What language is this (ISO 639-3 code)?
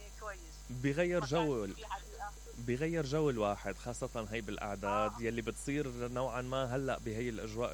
acm